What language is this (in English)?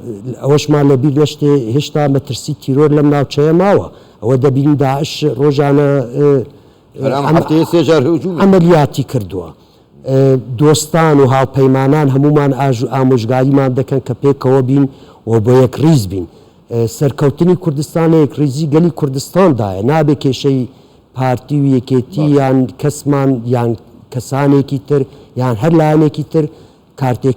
Central Kurdish